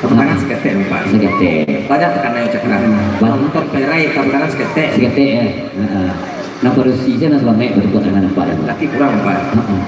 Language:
Minangkabau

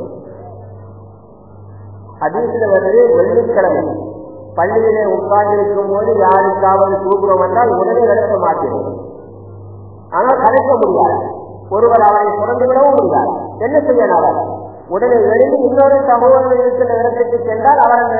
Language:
Tamil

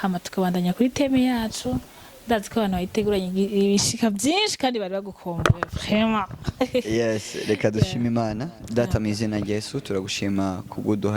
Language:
Rundi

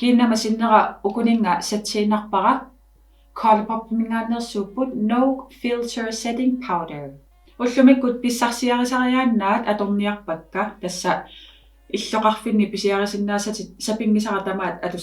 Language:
Kalaallisut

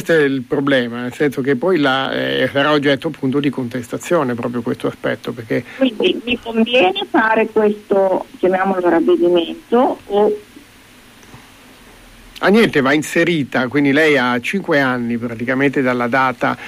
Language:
Italian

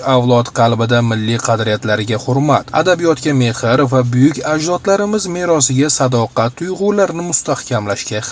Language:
Uzbek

